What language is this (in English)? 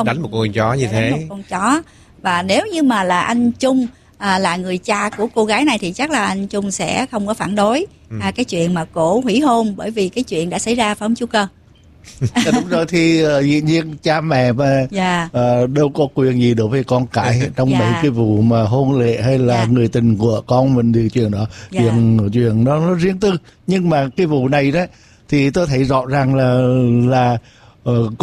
Vietnamese